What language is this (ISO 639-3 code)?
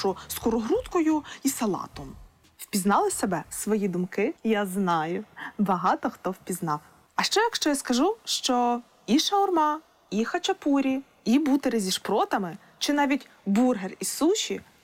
ukr